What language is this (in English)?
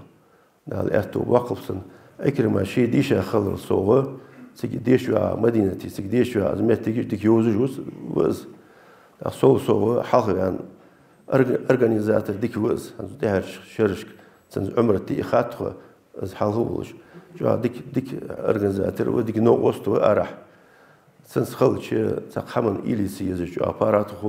Ingush